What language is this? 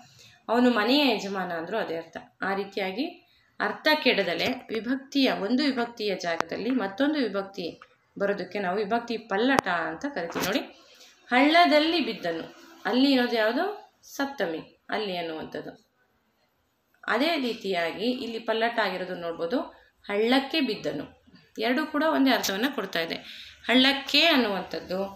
Kannada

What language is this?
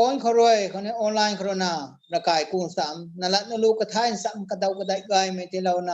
Rongmei Naga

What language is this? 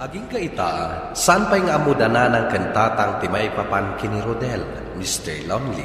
Iloko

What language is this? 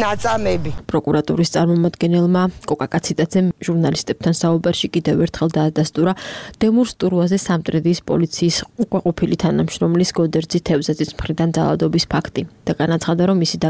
Georgian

